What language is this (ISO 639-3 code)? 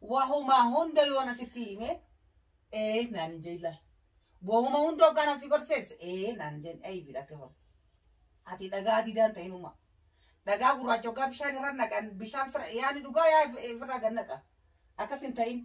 orm